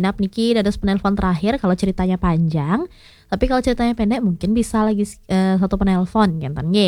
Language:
Balinese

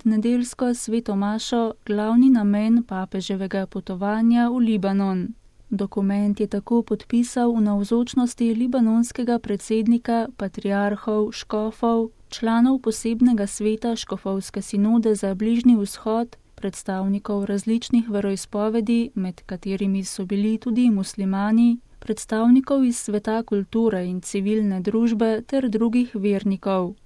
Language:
Slovenian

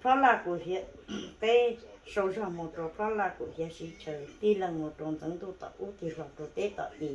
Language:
Hmong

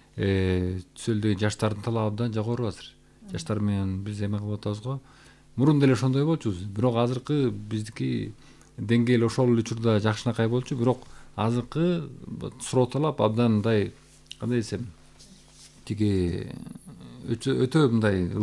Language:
Kyrgyz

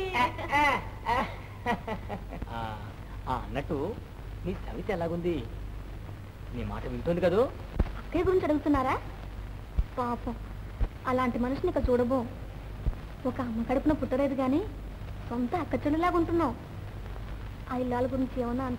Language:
Telugu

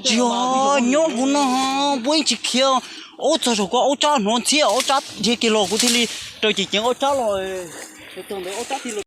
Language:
Hmong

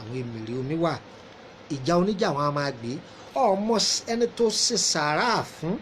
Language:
Yoruba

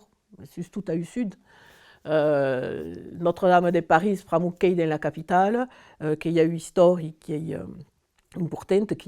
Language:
Occitan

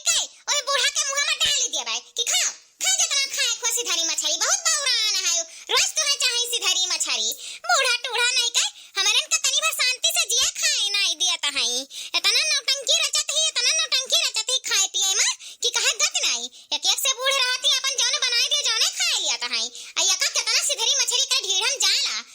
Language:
Awadhi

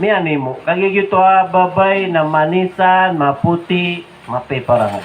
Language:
Maranao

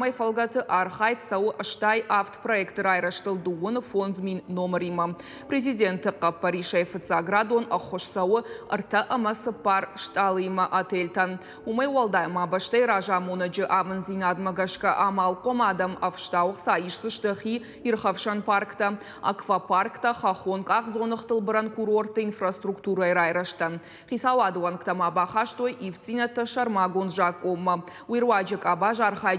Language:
Ossetic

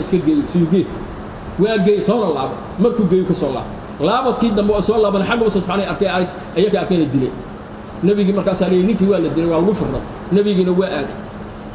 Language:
Somali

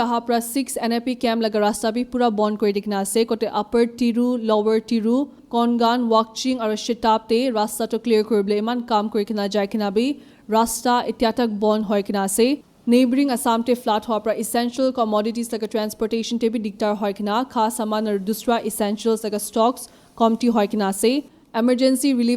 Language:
Naga Pidgin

